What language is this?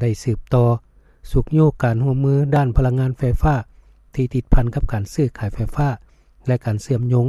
Lao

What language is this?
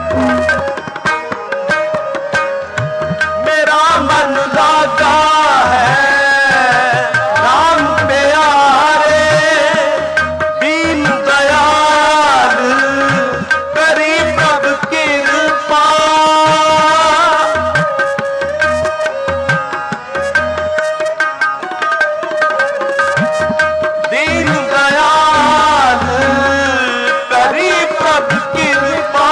Punjabi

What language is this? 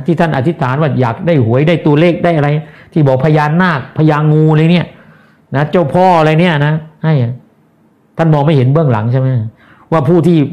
Thai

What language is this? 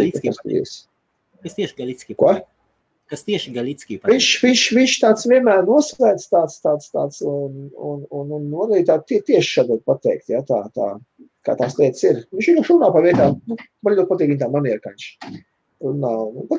Latvian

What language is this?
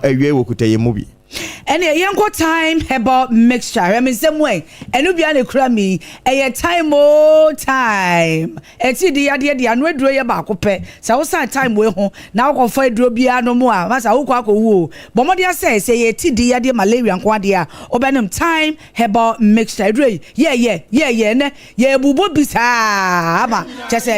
Akan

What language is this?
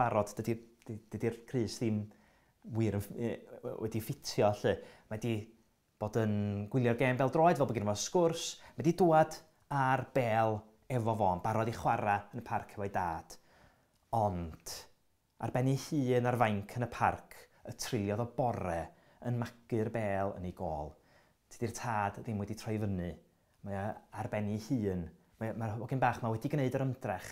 Welsh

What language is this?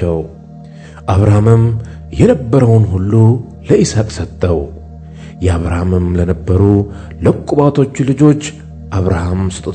Amharic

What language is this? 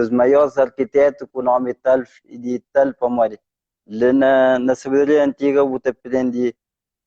Kabuverdianu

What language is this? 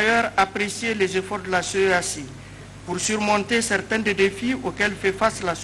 French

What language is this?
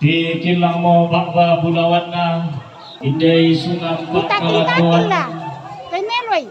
Toraja-Sa'dan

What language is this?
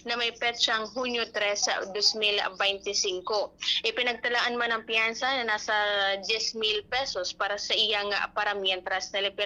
Bikol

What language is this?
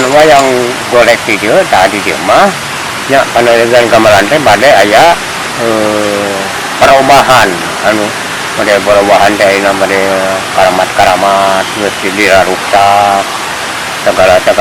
Sundanese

